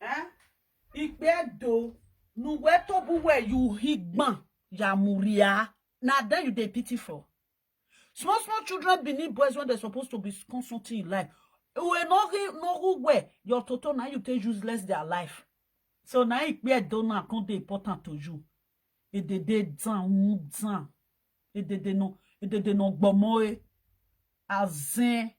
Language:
Nigerian Pidgin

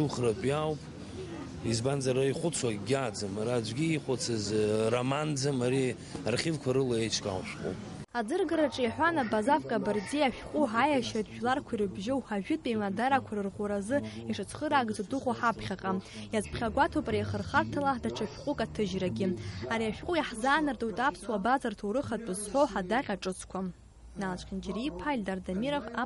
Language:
Abkhazian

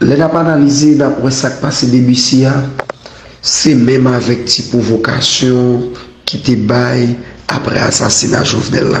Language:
Haitian Creole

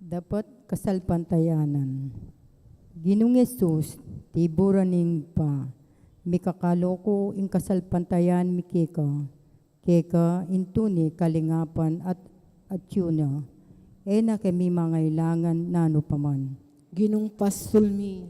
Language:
Pampanga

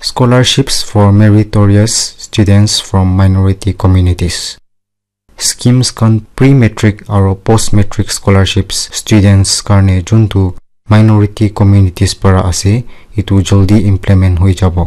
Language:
Naga Pidgin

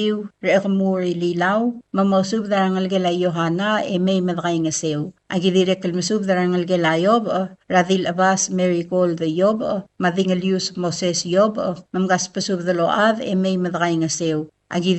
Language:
Palauan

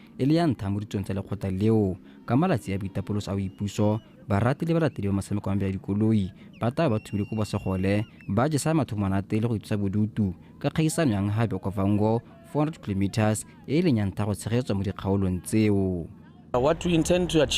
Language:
Tswana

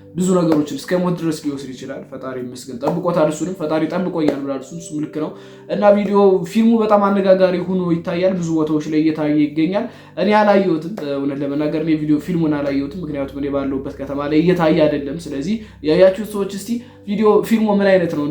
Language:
Amharic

